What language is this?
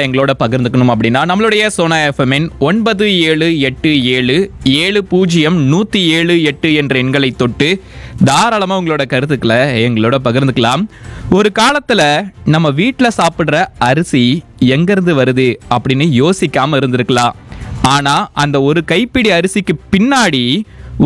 Tamil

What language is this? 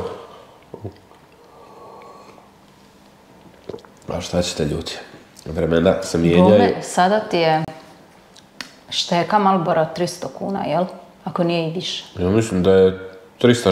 Croatian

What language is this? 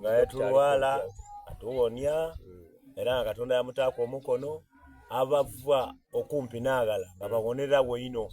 Soga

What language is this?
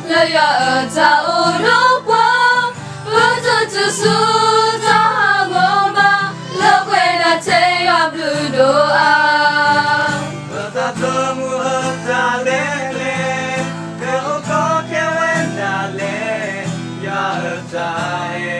S'gaw Karen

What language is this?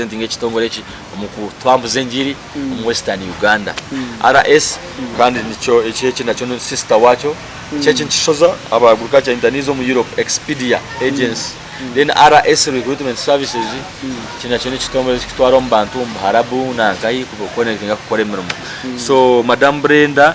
Nyankole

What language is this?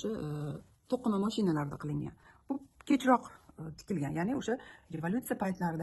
Uzbek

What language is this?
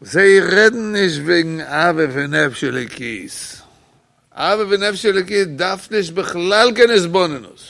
Yiddish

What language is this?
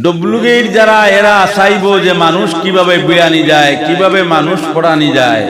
Sylheti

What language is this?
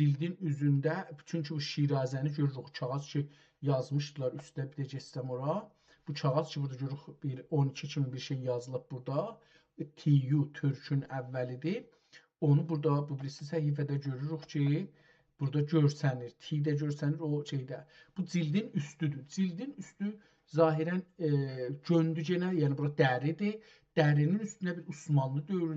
South Azerbaijani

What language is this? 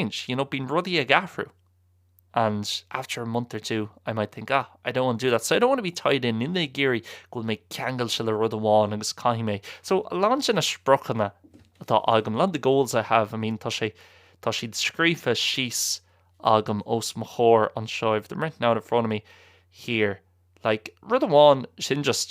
Irish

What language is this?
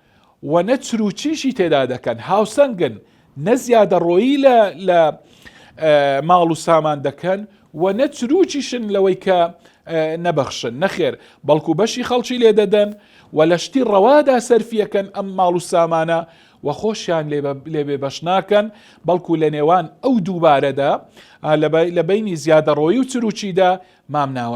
Central Kurdish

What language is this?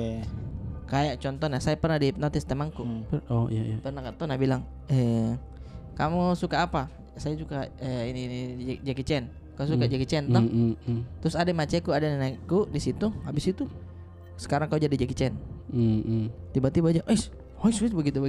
Makassar Malay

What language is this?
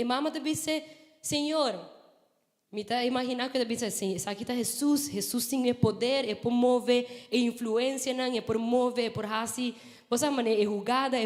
Papiamento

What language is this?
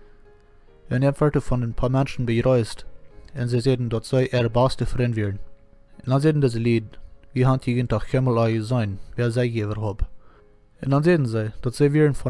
German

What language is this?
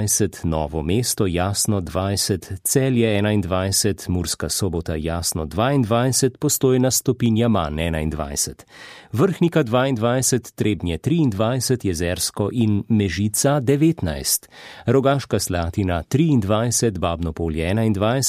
Slovenian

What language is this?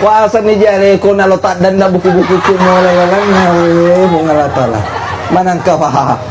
Buginese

